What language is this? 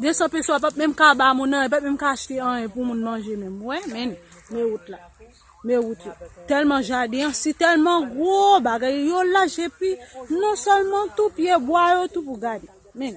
Haitian Creole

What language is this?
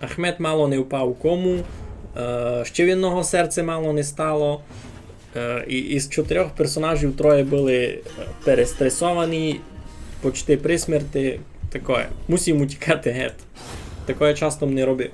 Rusyn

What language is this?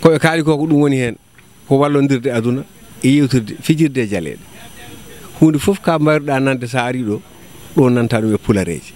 Fula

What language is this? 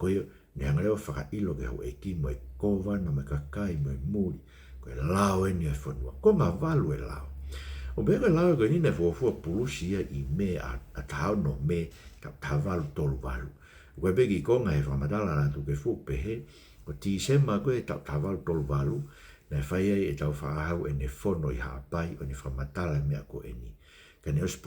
Tongan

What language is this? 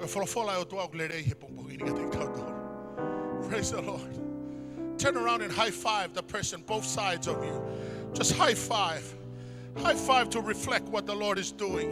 Tongan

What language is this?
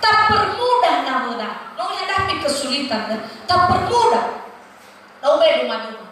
Nias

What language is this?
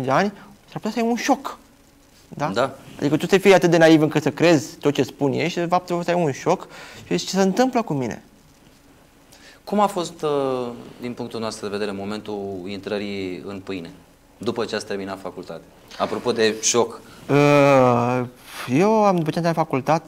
Romanian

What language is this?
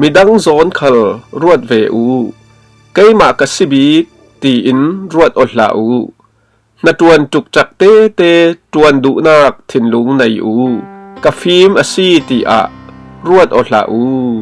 Falam Chin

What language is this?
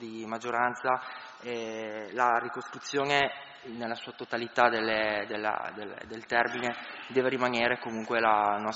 Italian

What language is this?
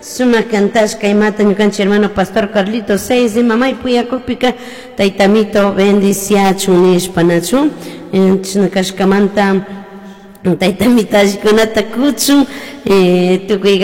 Chimborazo Highland Quichua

